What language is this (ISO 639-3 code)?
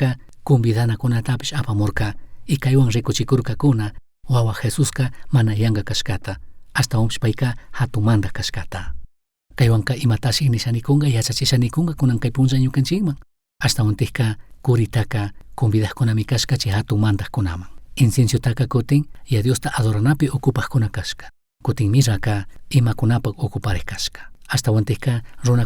qug